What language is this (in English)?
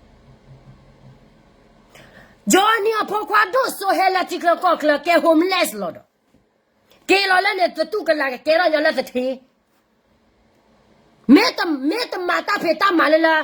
S'gaw Karen